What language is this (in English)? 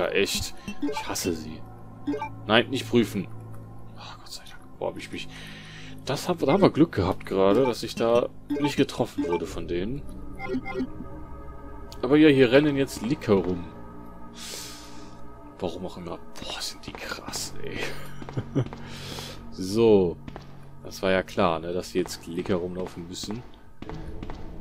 German